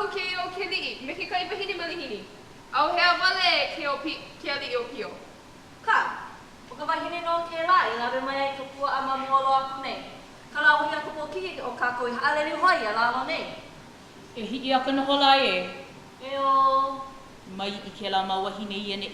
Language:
Hawaiian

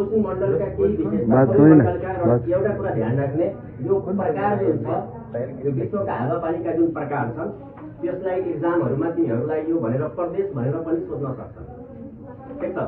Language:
Nepali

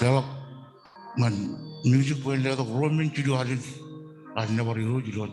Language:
Marshallese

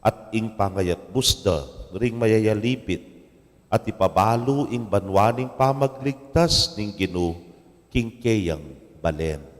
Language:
Pampanga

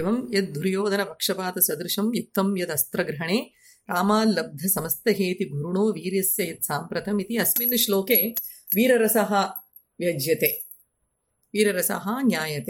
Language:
Sanskrit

